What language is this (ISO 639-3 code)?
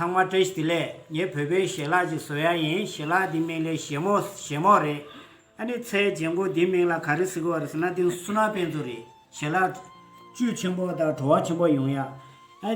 bod